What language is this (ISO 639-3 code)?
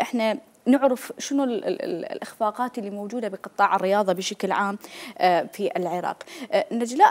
acm